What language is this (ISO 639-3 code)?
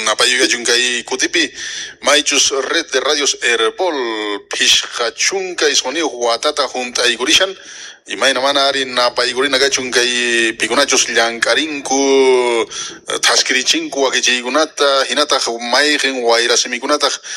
que